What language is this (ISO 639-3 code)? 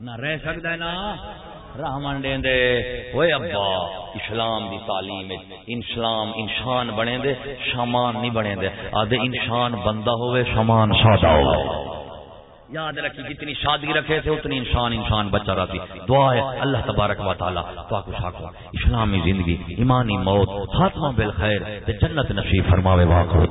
skr